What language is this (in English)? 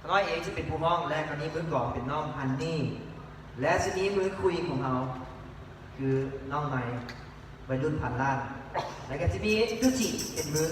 Lao